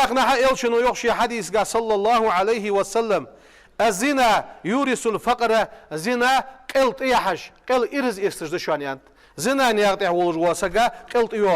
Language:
Ingush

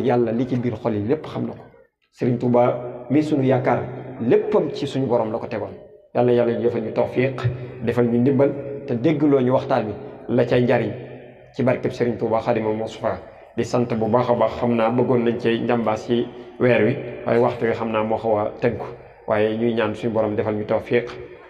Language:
Wolof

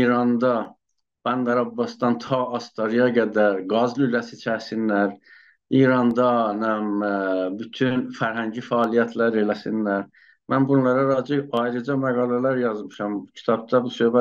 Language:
South Azerbaijani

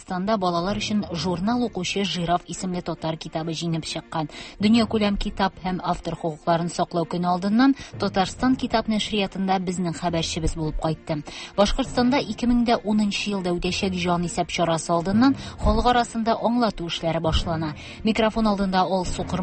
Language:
Tatar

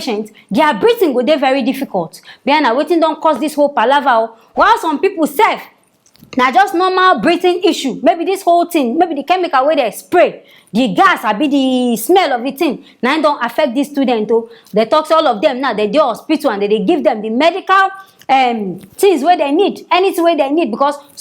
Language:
Nigerian Pidgin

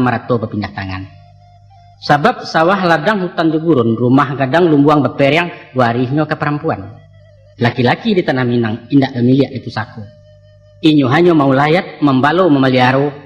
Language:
Minangkabau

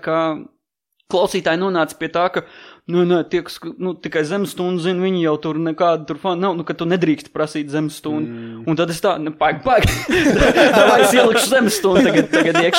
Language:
Latvian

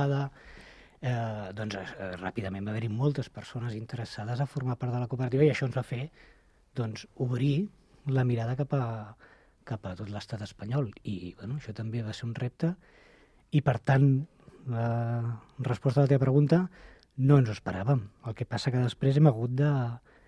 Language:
Catalan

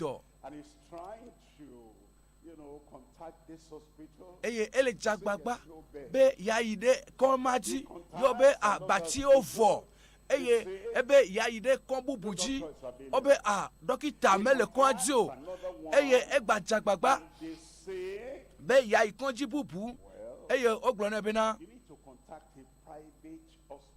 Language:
Ewe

